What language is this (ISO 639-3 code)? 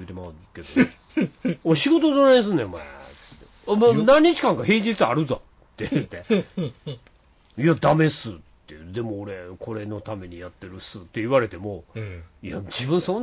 jpn